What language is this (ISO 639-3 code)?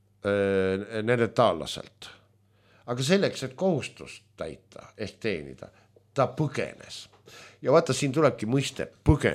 est